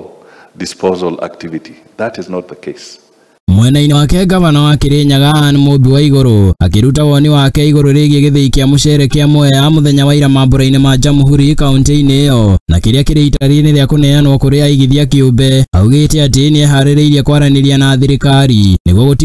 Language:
Kikuyu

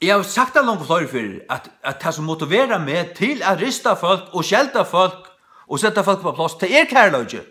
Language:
Faroese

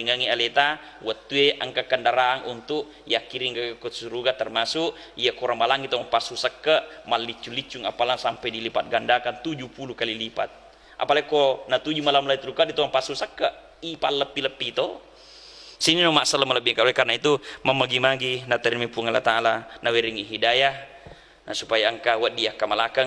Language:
Buginese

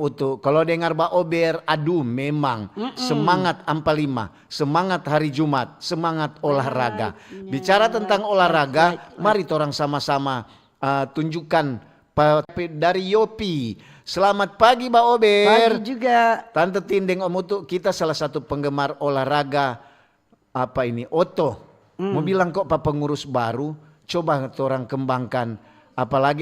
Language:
Manado Malay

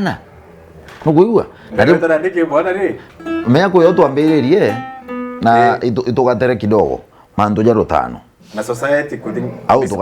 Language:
Meru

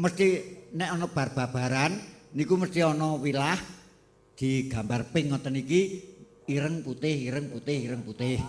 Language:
Javanese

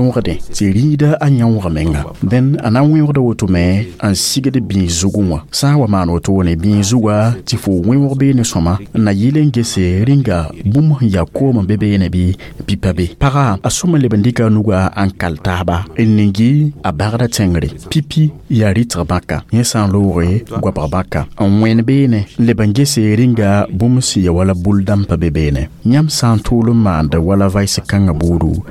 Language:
Mossi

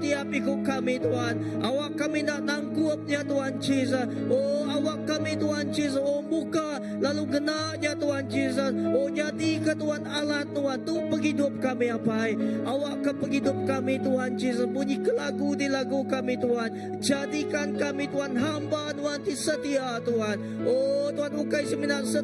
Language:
Iban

